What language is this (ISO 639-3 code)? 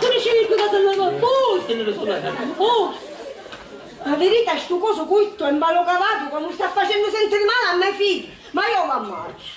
scn